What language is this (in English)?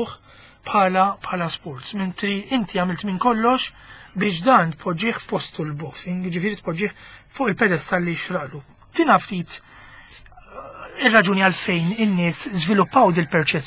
Maltese